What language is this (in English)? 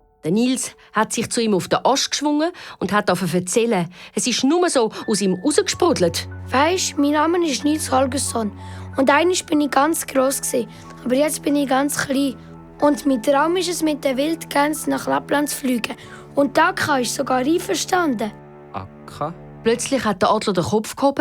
Swiss German